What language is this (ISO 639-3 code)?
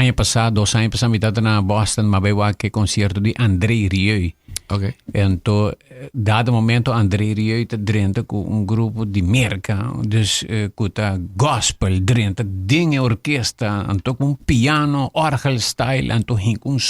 pap